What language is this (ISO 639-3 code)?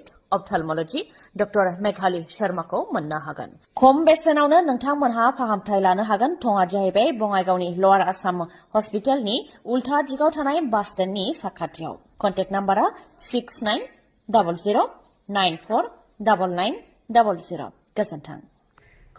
brx